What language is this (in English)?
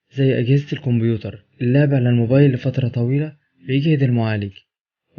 Egyptian Arabic